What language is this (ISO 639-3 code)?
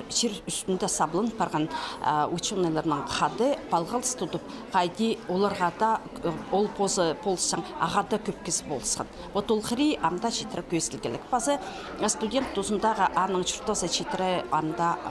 kjh